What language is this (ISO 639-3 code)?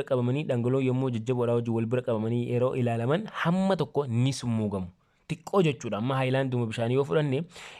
orm